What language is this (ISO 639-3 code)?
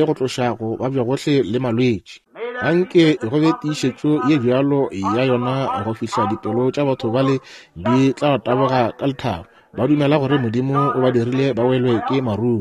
nso